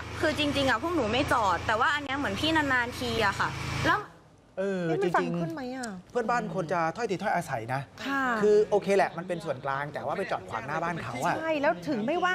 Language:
Thai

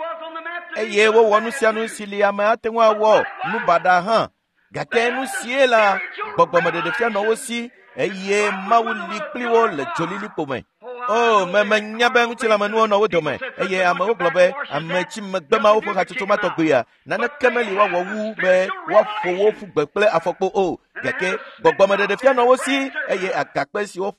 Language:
Ewe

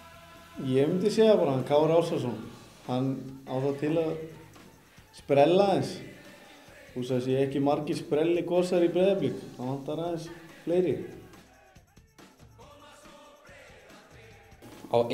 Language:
Icelandic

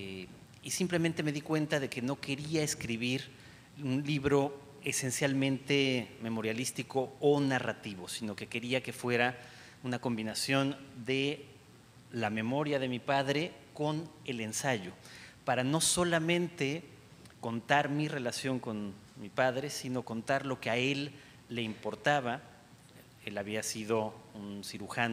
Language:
Spanish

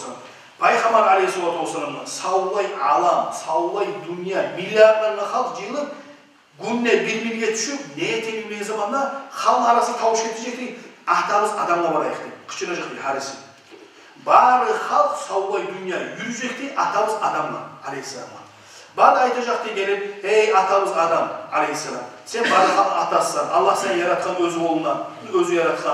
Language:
Kumyk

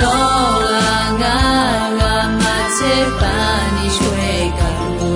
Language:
Akha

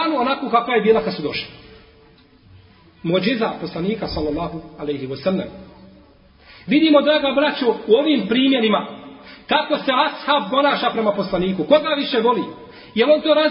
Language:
Bosnian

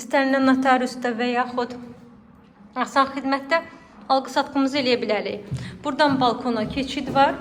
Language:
Azerbaijani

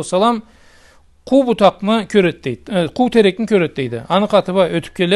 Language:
Karachay-Balkar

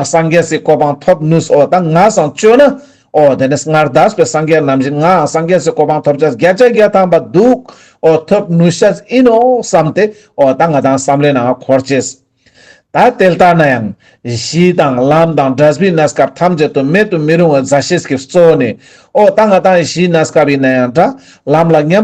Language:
Ladakhi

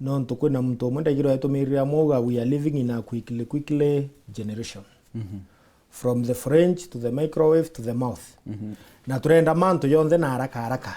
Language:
Meru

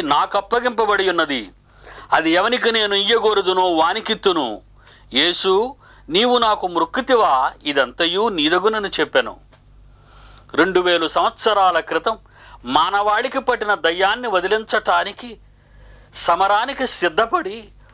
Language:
Telugu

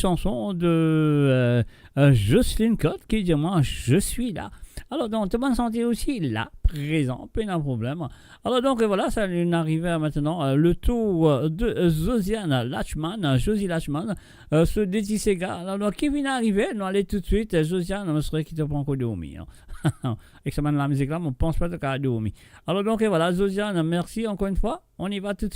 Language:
Morisyen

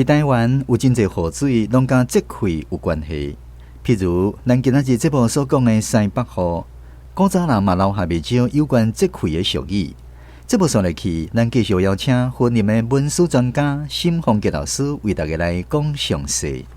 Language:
Min Nan Chinese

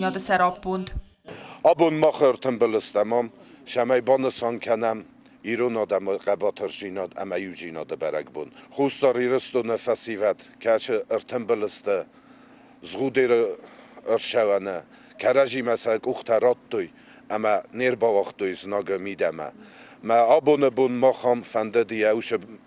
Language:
Ossetic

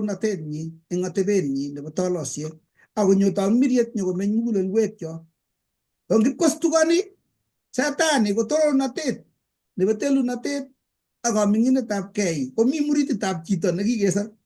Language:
Kalenjin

